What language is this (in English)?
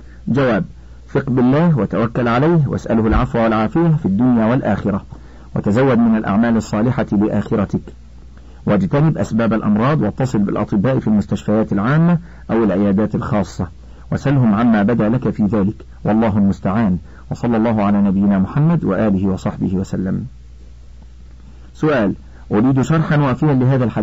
Arabic